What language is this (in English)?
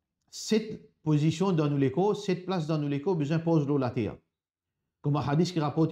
Morisyen